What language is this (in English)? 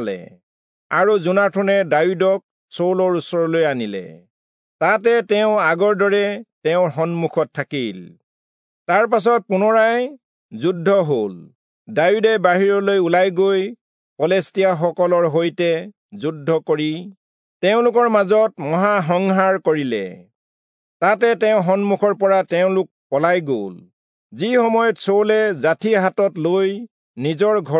Assamese